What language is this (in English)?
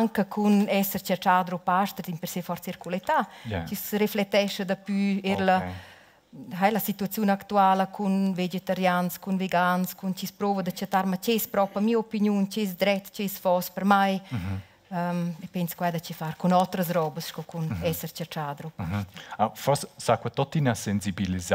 Romansh